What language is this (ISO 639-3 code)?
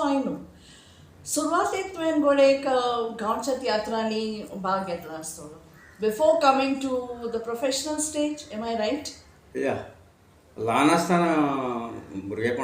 kok